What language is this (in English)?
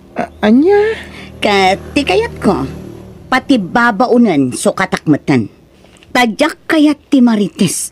Iloko